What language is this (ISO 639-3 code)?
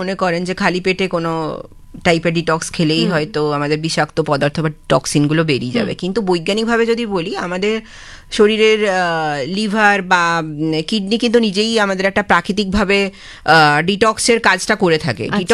ben